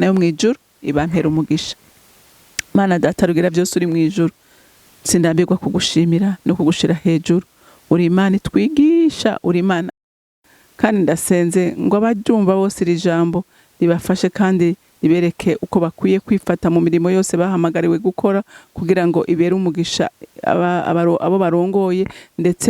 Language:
Rundi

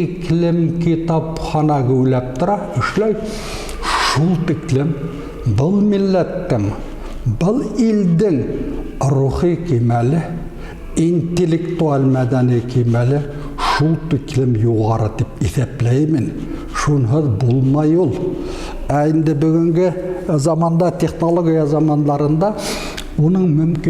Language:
Bashkir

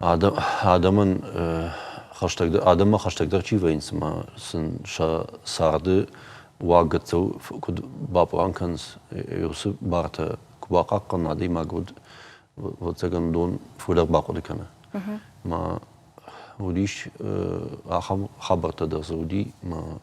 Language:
Ossetic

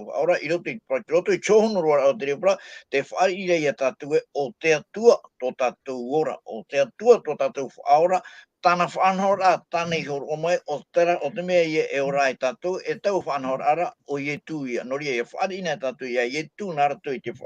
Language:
Tahitian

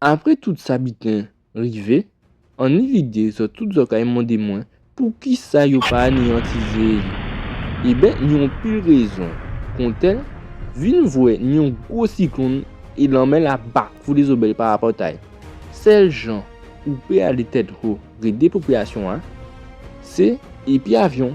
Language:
Guadeloupean Creole French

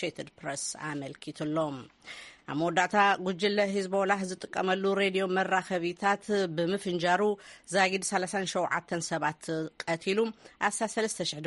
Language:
Tigrinya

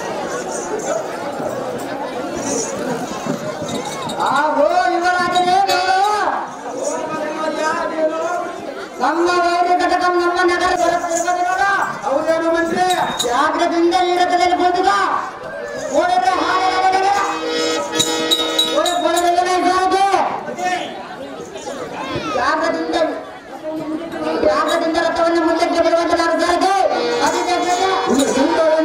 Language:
Kannada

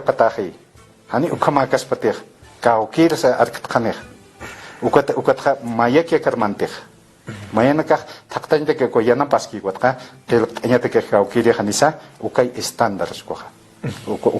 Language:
Aymara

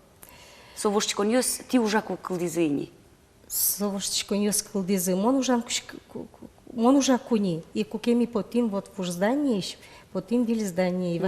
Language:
Udmurt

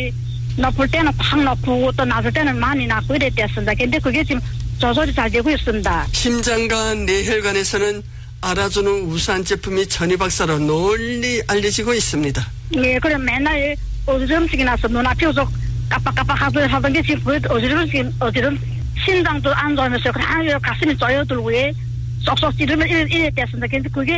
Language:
Korean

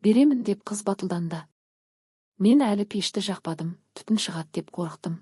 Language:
Kazakh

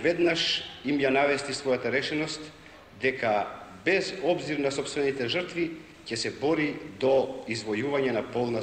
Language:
Macedonian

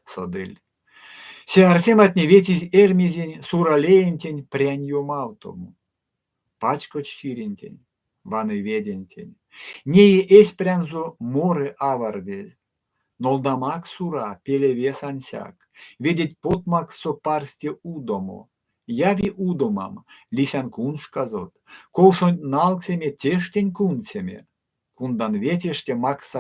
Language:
Erzya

